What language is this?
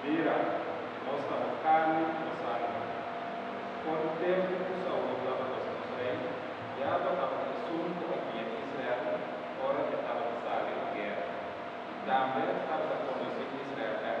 Papiamento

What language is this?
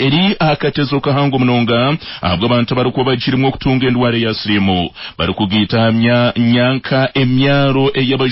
Nyankole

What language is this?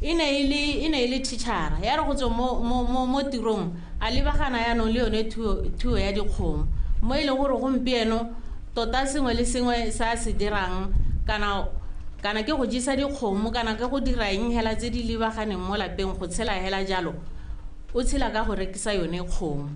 Tswana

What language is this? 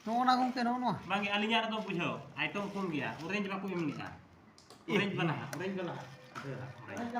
Santali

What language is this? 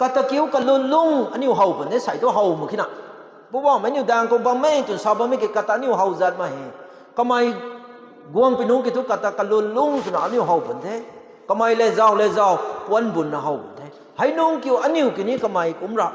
Rongmei Naga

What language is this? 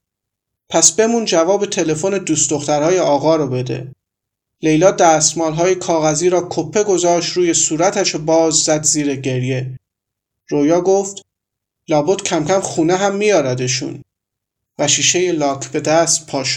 Persian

